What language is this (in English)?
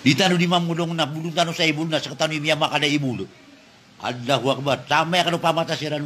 Maranao